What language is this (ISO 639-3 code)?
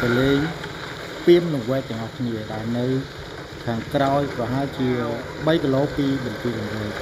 khm